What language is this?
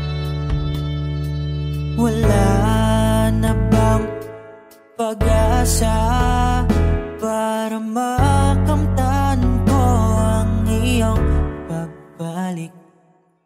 Filipino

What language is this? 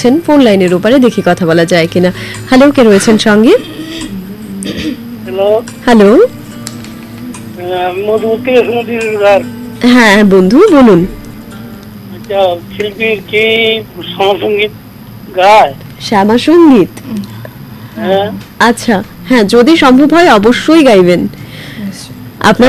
Bangla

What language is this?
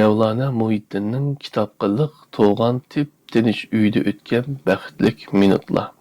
Uyghur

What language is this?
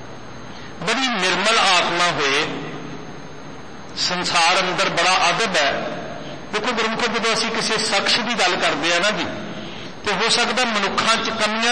Punjabi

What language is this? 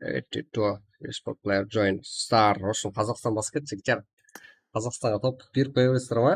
Kara-Kalpak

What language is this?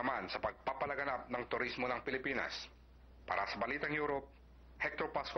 Filipino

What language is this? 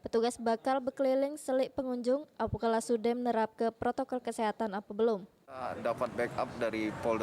Musi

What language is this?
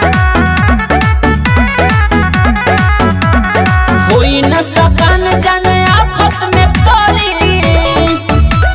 Bhojpuri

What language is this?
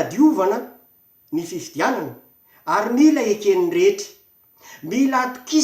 Malagasy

